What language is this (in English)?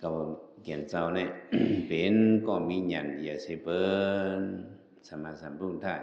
Shan